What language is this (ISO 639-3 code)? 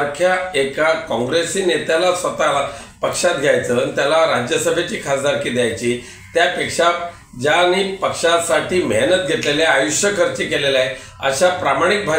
mar